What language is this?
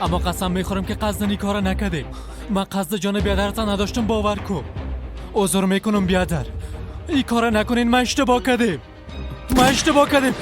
Persian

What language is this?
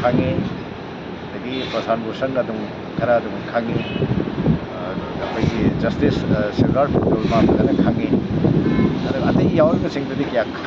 Manipuri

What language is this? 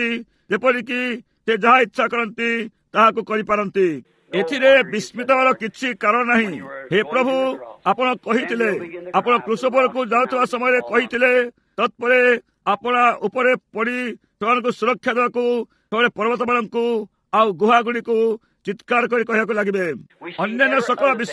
Odia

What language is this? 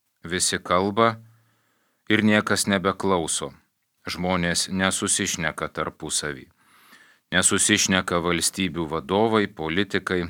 Lithuanian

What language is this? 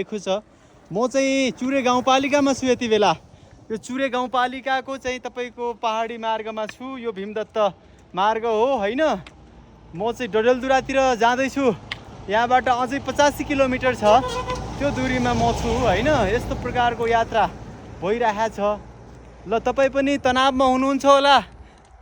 Nepali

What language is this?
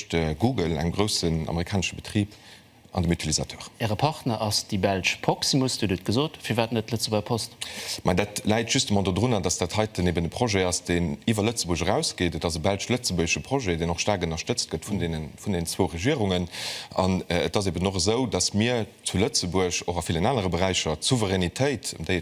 Luxembourgish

